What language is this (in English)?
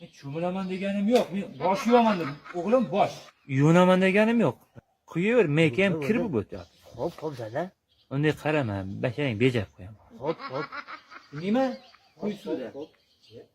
Uzbek